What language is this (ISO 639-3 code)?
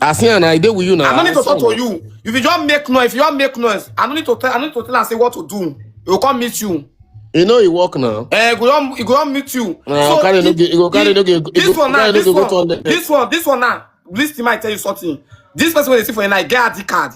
pcm